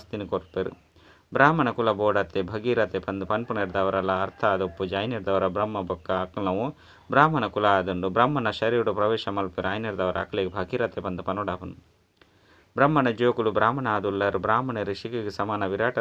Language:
Tulu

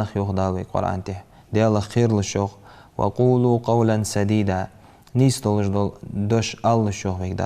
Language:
Ingush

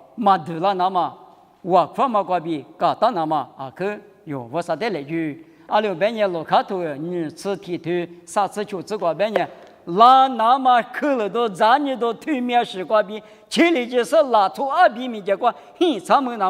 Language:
Lisu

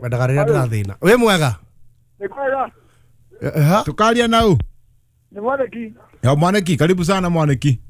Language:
Kikuyu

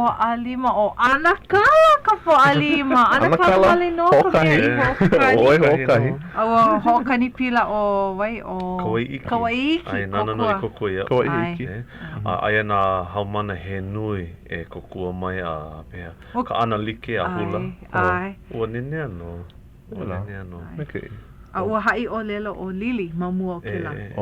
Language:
Hawaiian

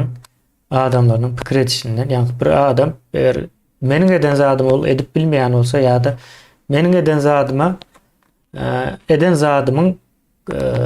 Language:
Turkmen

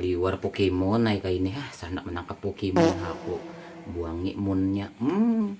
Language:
Banjar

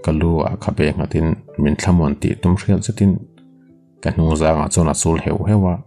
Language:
Mizo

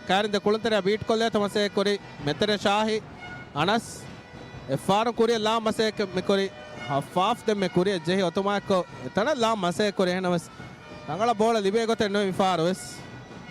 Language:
Divehi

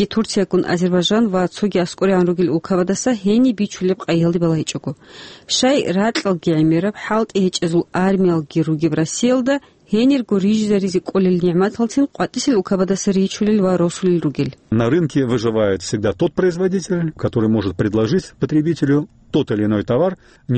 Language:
Avaric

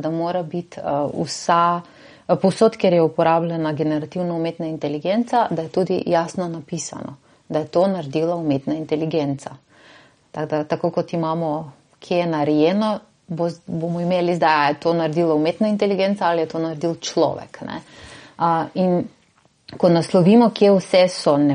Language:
Slovenian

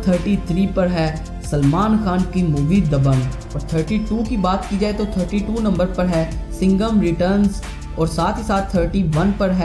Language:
Hindi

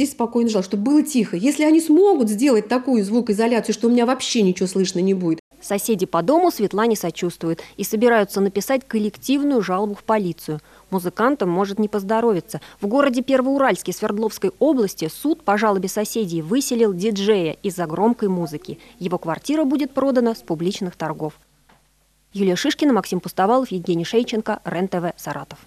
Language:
Russian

